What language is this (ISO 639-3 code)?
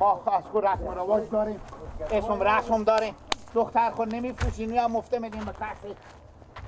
fas